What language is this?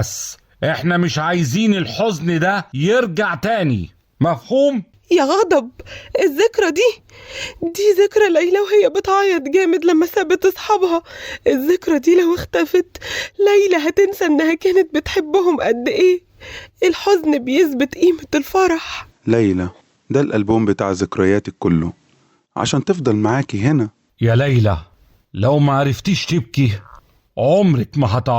Egyptian Arabic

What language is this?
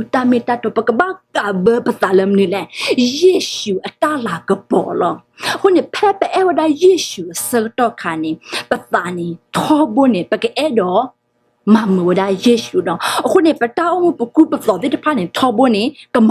S'gaw Karen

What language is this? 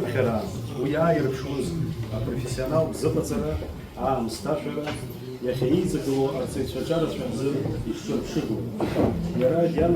Abkhazian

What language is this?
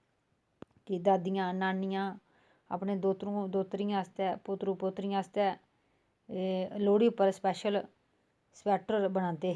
Dogri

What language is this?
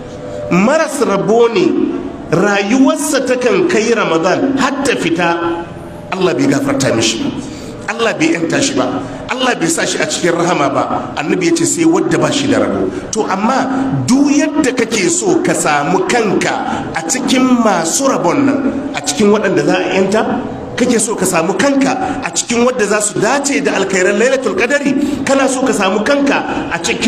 Hausa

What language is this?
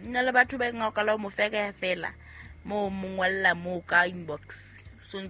Southern Sotho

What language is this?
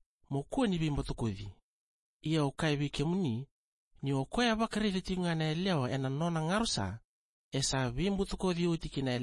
Fijian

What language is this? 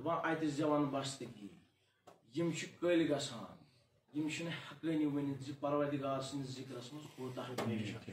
Kashmiri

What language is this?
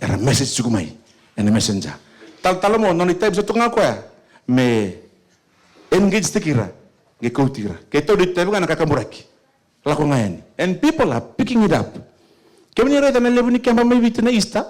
Fijian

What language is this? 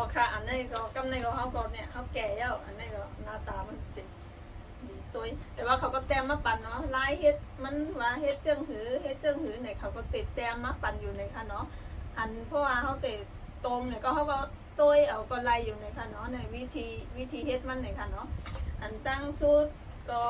Shan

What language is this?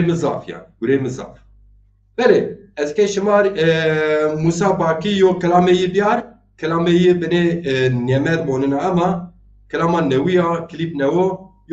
Zaza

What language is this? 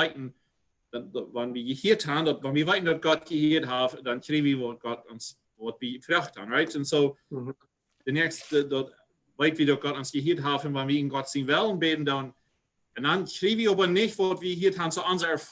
Plautdietsch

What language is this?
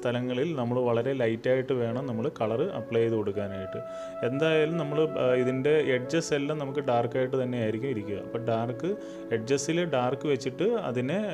Malayalam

